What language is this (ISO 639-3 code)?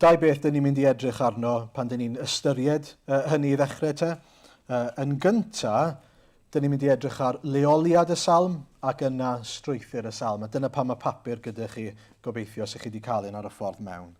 cym